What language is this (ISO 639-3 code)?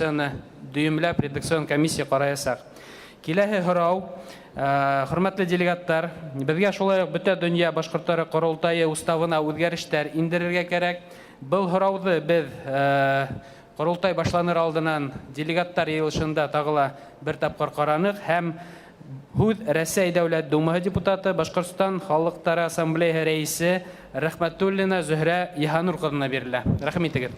bak